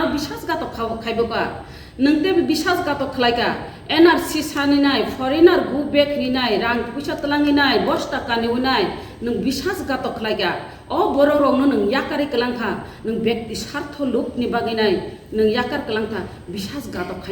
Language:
Kok Borok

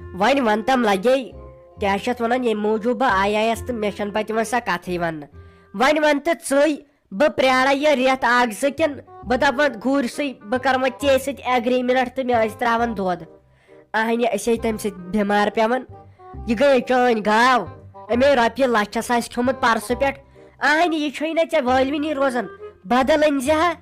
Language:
Kashmiri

